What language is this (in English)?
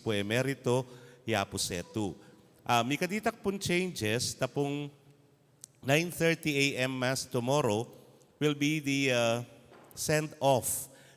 Pampanga